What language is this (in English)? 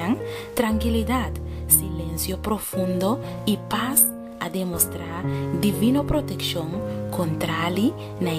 Papiamento